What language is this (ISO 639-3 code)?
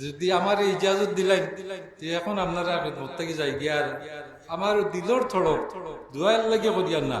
syl